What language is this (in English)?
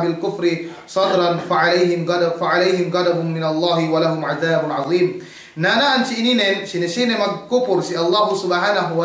Yakan